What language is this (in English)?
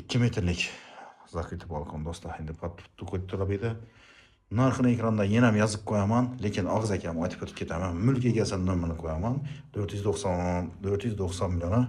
Uzbek